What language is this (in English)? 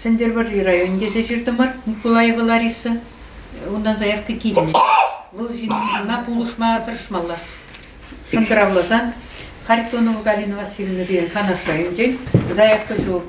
Chuvash